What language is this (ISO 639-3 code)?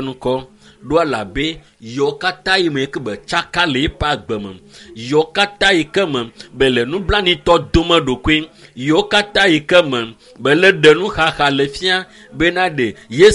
ewe